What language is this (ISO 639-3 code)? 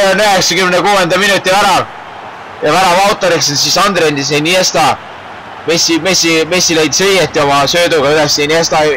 est